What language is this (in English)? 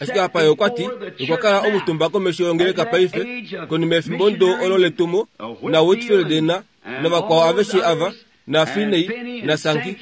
Kuanyama